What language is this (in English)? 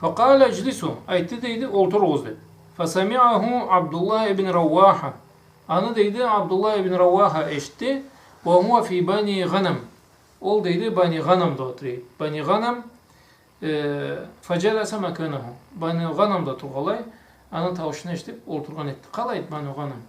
Karachay-Balkar